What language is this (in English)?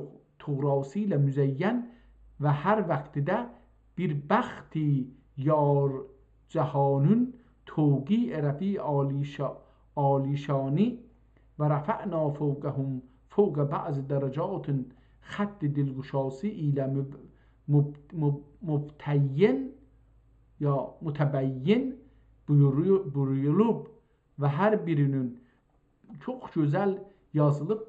South Azerbaijani